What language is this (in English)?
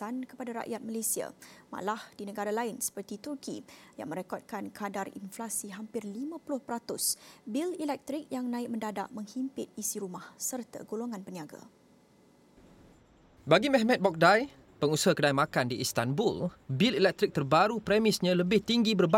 Malay